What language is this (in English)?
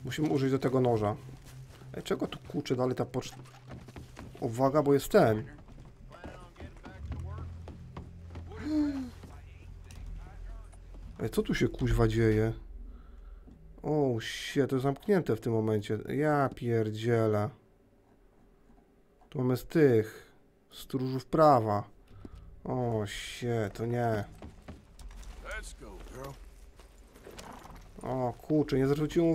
Polish